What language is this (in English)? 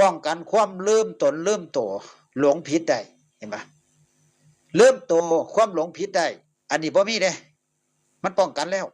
Northeastern Thai